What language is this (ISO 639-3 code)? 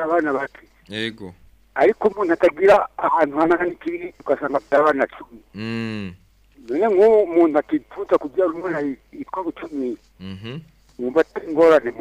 run